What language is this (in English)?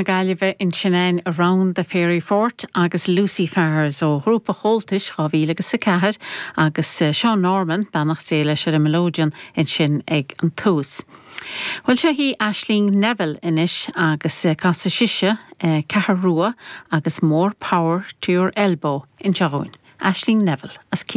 Irish